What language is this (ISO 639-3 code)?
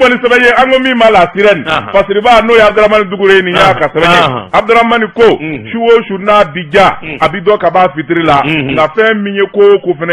bam